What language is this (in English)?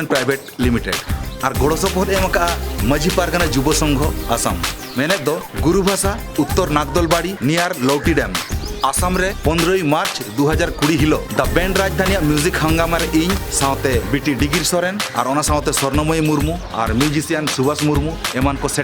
Santali